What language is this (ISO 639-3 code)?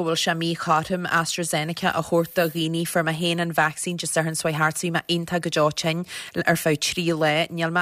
gle